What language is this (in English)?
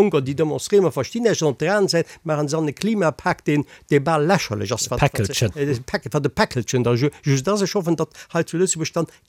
Luxembourgish